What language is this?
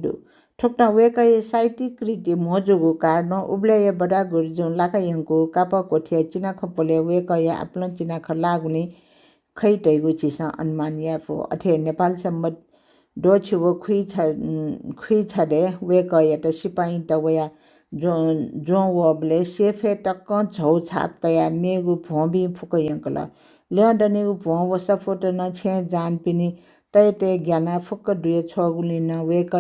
Newari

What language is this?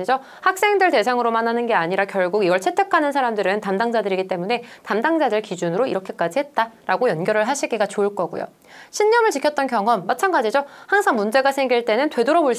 Korean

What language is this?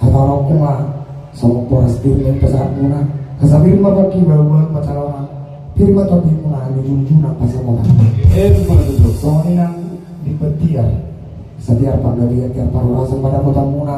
Batak Toba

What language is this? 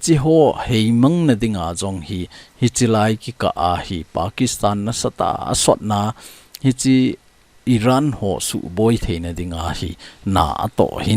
Thado Chin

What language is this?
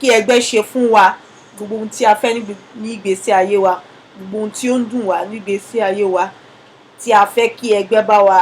Yoruba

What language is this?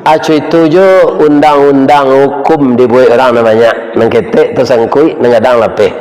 Minangkabau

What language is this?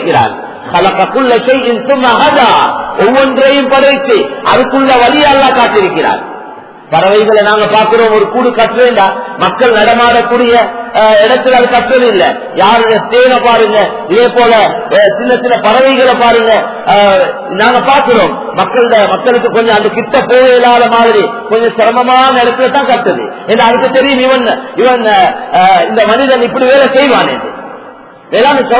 Tamil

